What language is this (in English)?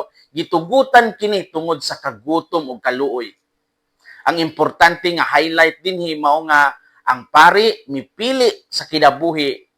Cebuano